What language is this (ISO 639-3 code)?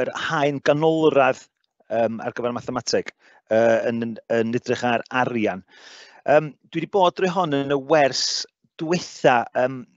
cym